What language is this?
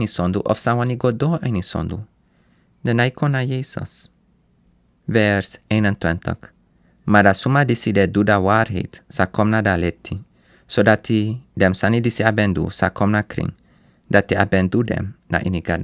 Sranan Tongo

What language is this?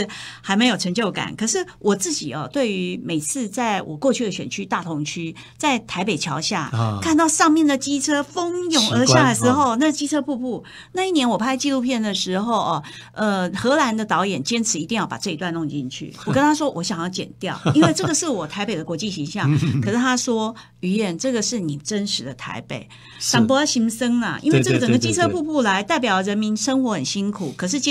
Chinese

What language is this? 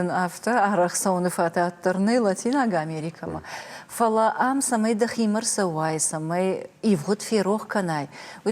Ossetic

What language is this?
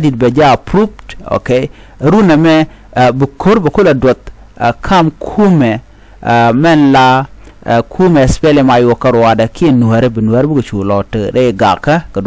Nuer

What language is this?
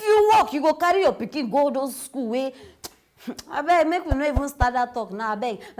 Nigerian Pidgin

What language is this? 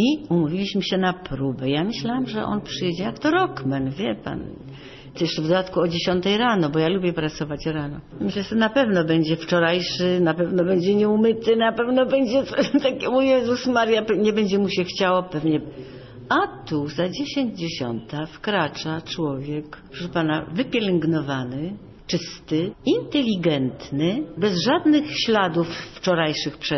Polish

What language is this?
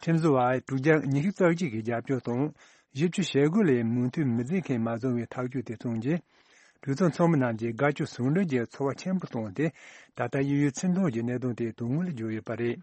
Tibetan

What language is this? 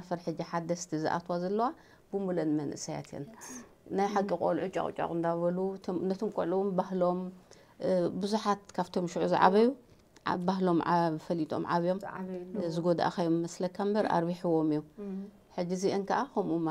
Tigrinya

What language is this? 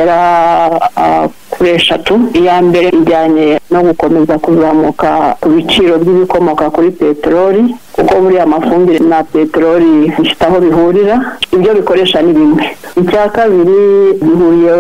Kinyarwanda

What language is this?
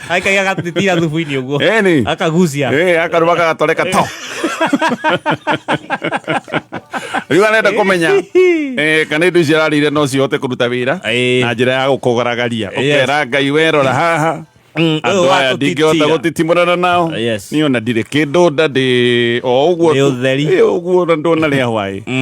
Kikuyu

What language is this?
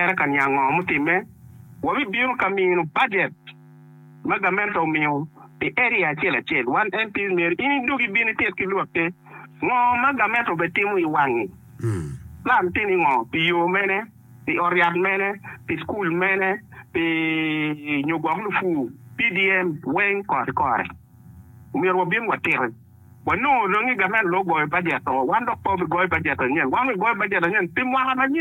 Acoli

